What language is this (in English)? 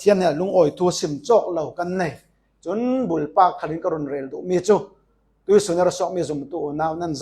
Falam Chin